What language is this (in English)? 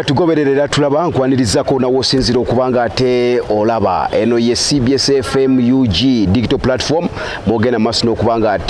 Ganda